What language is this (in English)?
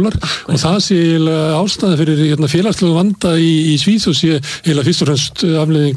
Icelandic